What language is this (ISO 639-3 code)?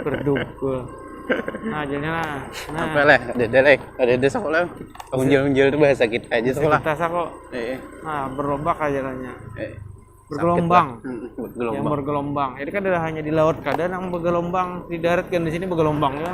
bjn